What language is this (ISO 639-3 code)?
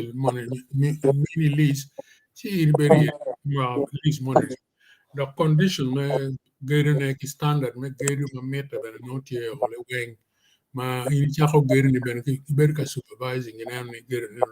ach